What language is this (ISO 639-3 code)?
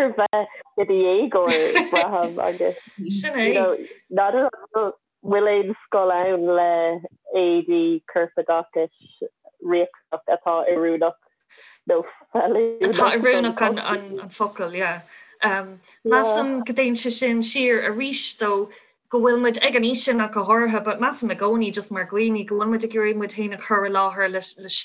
gle